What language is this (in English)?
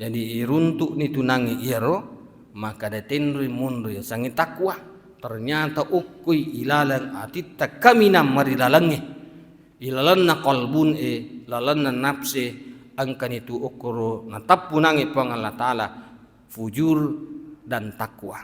Buginese